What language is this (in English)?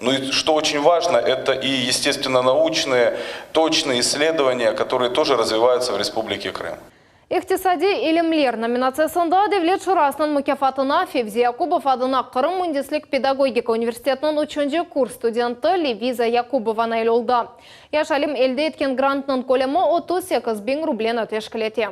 Crimean Tatar